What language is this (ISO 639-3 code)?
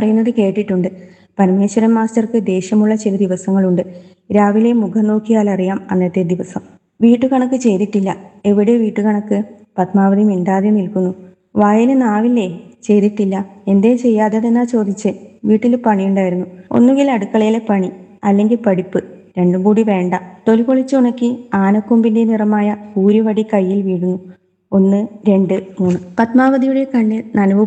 mal